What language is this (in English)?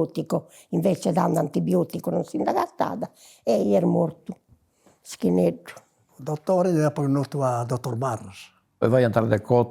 Sardinian